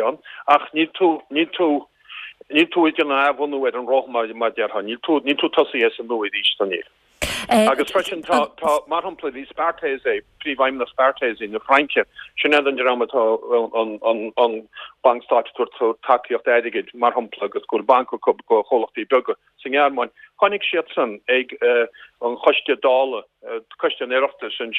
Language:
Irish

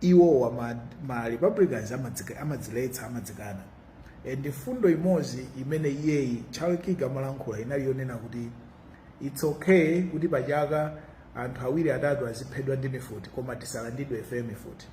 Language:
Nyanja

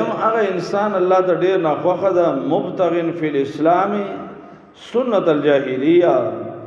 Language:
Pashto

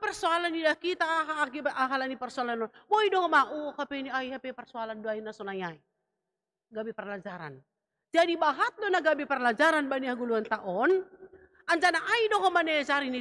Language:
Batak Simalungun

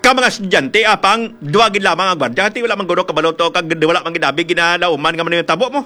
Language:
Hiligaynon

